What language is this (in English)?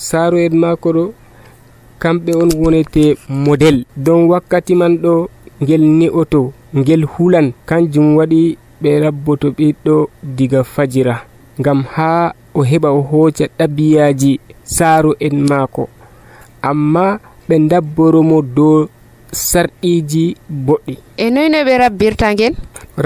Nigerian Fulfulde